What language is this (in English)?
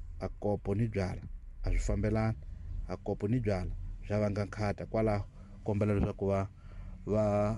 Tsonga